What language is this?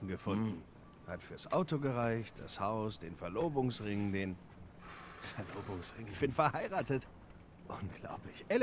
Swiss German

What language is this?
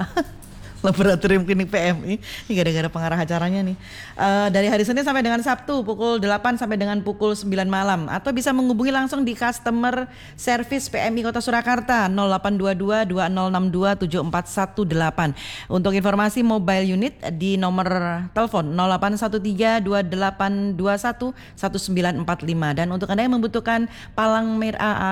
Indonesian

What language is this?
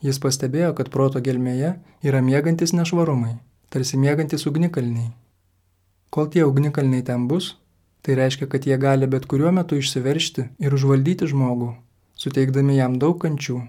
Lithuanian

